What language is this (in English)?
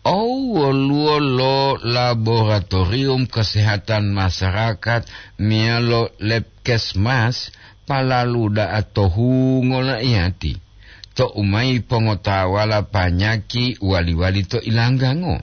Gorontalo